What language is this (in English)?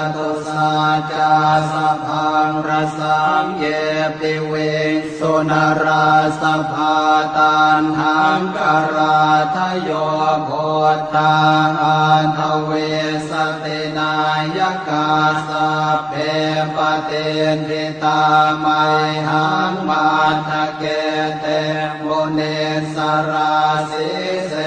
Pali